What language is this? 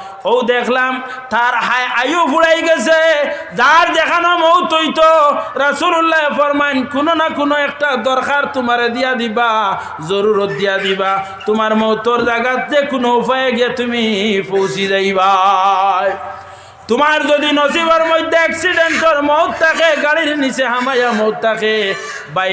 Sylheti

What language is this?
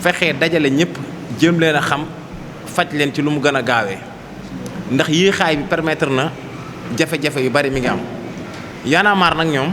Wolof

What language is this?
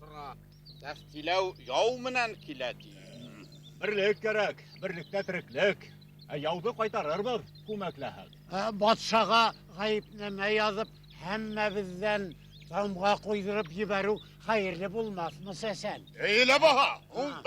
Bashkir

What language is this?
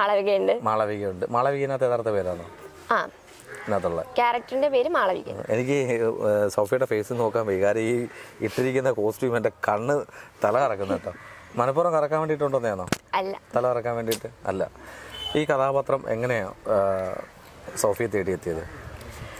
Malayalam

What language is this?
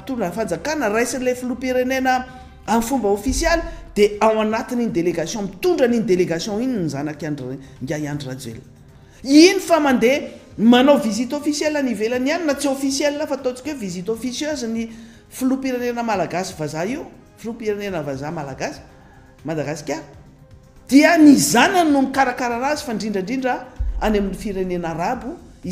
Malagasy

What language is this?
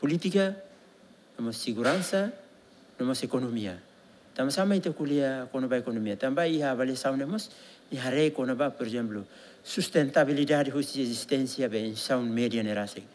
Tetum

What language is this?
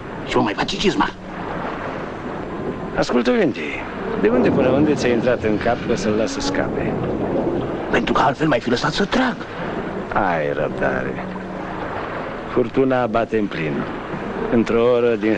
Romanian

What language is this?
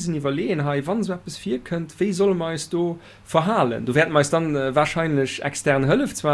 Luxembourgish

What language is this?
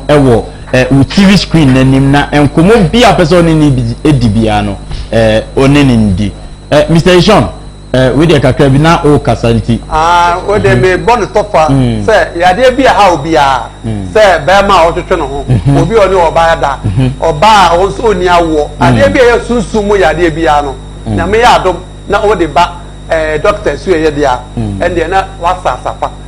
Akan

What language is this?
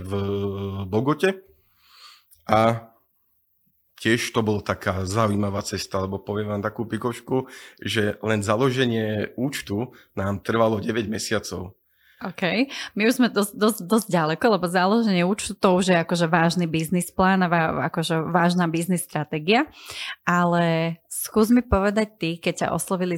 Slovak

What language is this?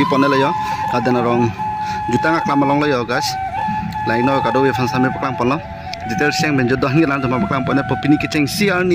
Karbi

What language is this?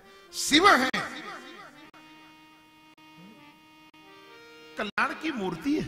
Hindi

